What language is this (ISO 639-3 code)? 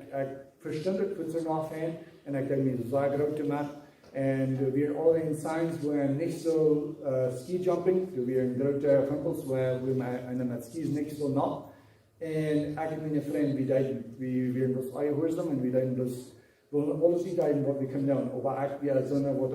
pdt